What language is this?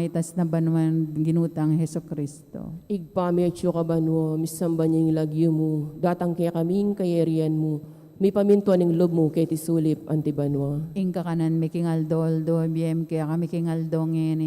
Pampanga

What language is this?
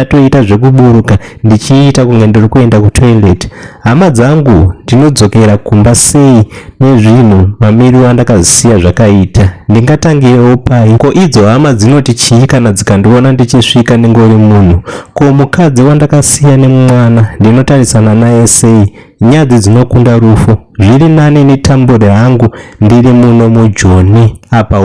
Shona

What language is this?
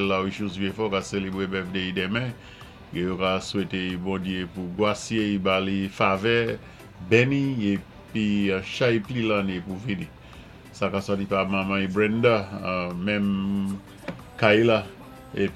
Saint Lucian Creole French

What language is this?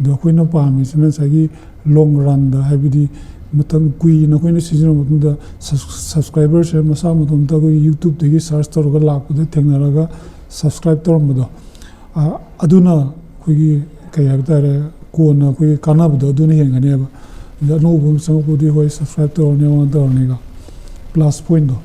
Manipuri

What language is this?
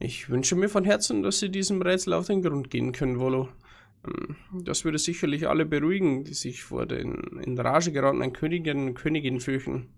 Bavarian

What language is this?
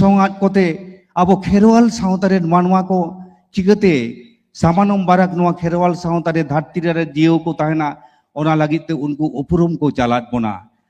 Santali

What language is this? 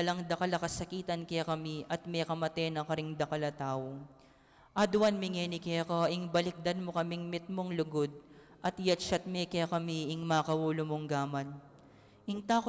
Pampanga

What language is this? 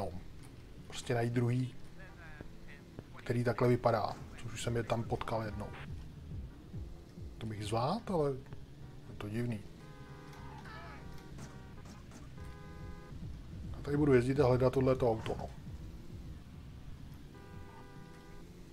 Czech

